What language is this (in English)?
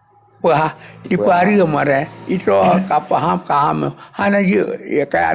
Achinese